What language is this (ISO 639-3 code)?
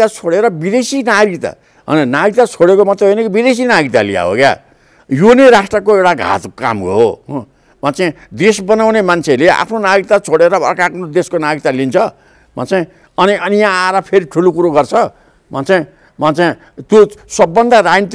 nep